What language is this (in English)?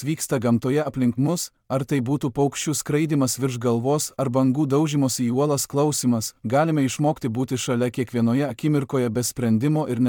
Lithuanian